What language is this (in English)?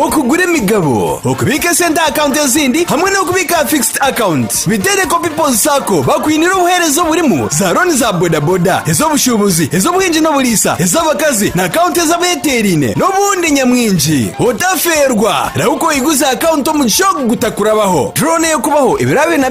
Nyankole